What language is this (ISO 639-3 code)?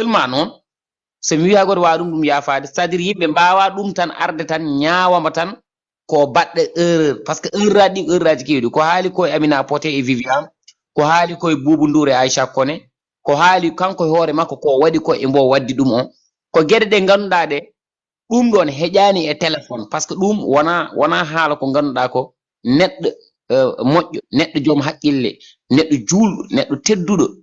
ful